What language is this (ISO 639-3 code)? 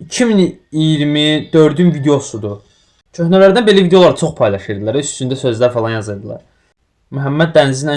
aze